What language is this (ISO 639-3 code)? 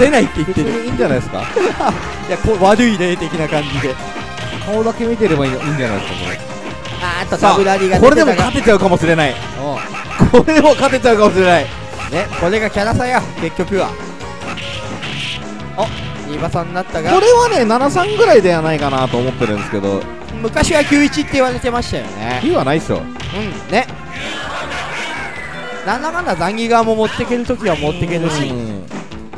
jpn